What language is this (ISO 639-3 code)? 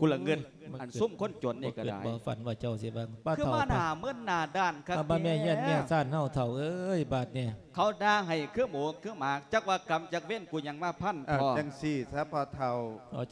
lao